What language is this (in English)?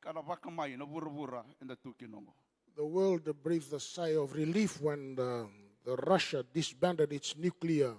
Fijian